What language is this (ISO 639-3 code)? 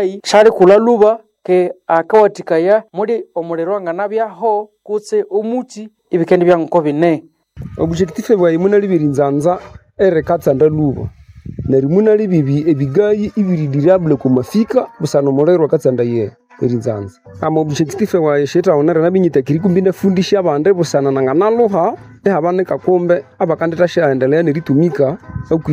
nnb